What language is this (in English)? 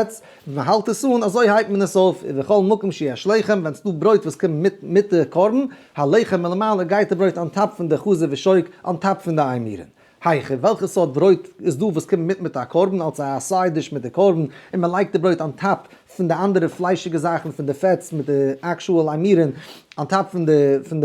Yiddish